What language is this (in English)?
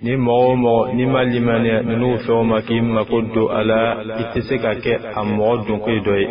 Bambara